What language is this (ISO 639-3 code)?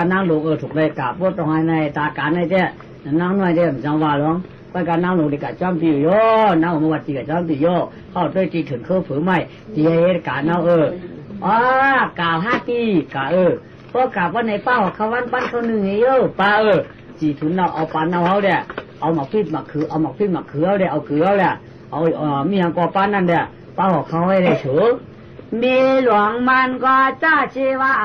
shn